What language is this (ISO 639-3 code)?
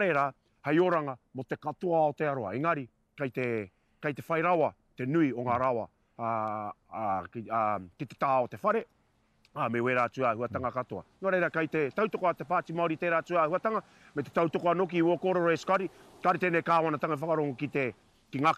mri